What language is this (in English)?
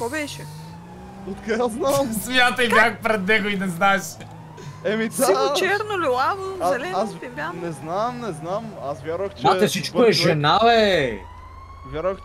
Bulgarian